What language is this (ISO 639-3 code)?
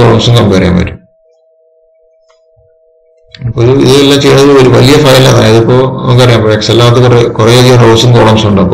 mal